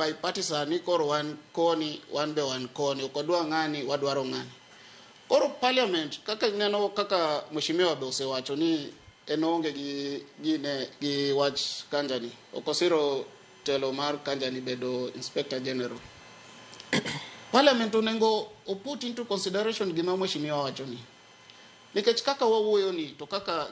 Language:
Luo (Kenya and Tanzania)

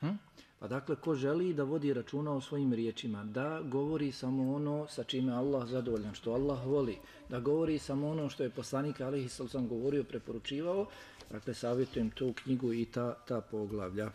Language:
Bosnian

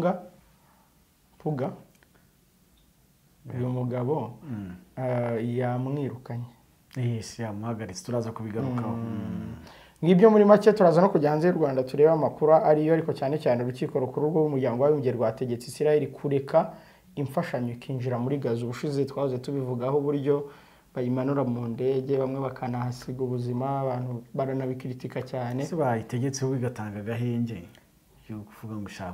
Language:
Kinyarwanda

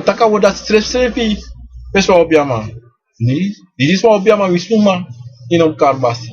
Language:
Sranan Tongo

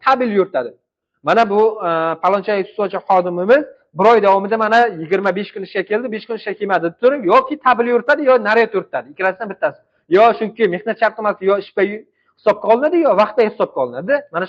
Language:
Uzbek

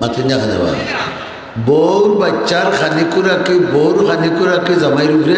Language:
Sylheti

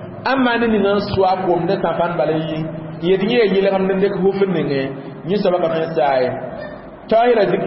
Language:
Mossi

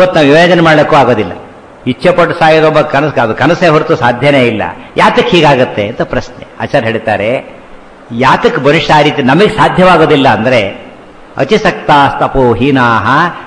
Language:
Kannada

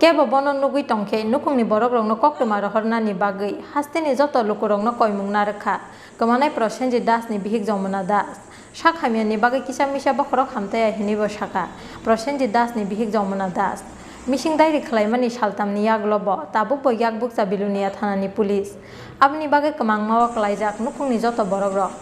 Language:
Kok Borok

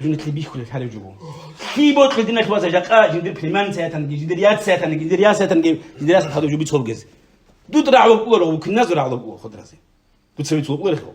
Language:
Avaric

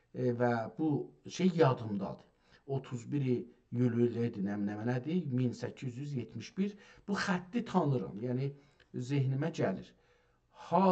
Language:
South Azerbaijani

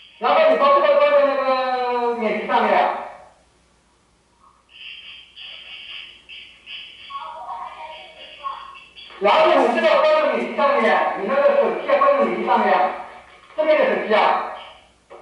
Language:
Chinese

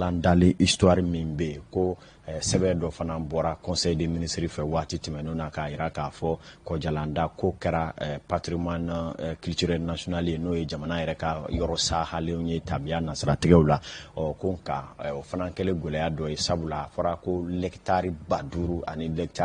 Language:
Bambara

